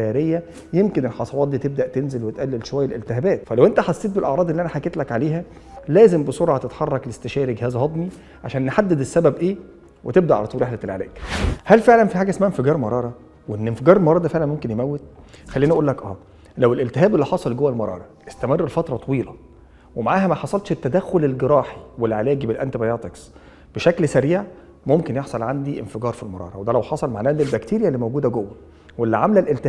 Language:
Egyptian Arabic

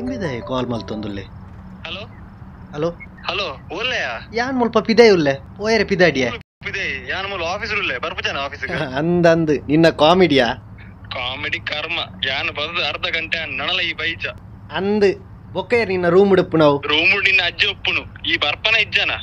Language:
Tulu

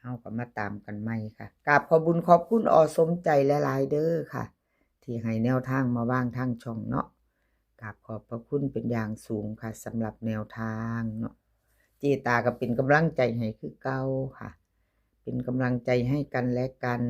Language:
Northeastern Thai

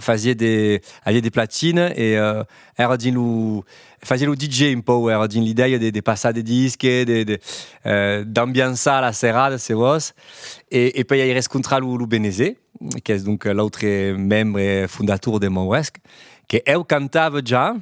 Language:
Occitan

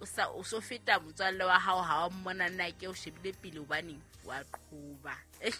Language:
Southern Sotho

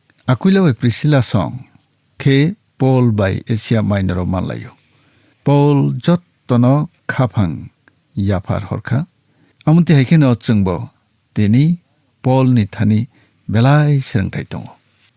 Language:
Kok Borok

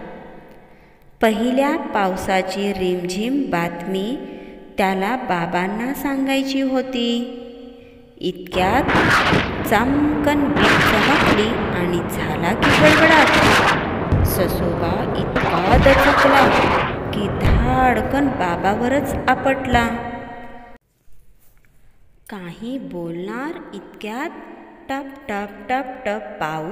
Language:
Marathi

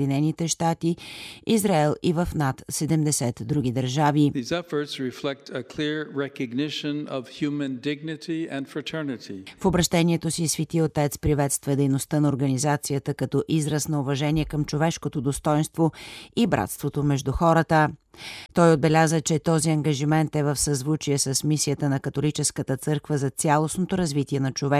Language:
Bulgarian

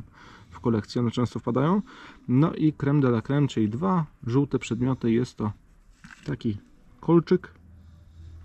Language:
Polish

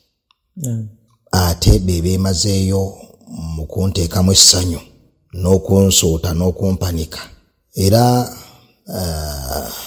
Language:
Ganda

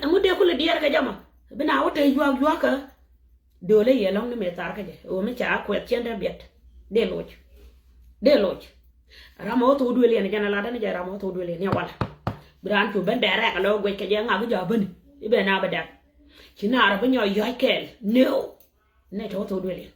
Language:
Nuer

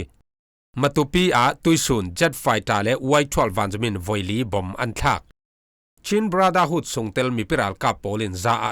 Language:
Falam Chin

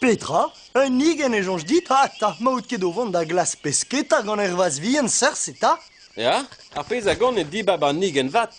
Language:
Breton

